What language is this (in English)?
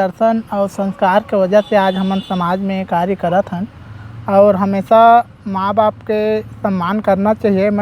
Chhattisgarhi